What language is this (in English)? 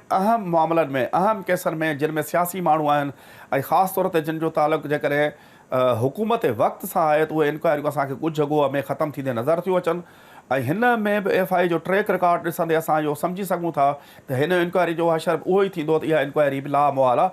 Sindhi